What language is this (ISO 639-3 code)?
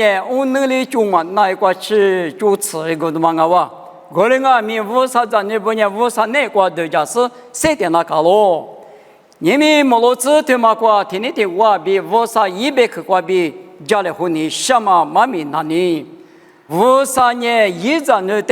lis